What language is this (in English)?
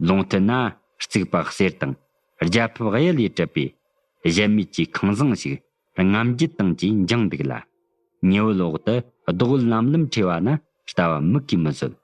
Tibetan